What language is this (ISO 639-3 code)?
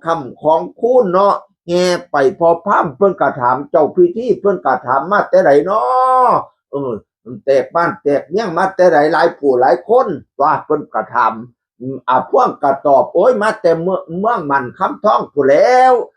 tts